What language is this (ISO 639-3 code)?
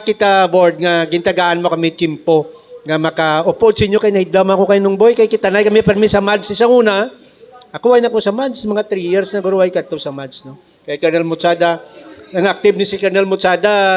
hil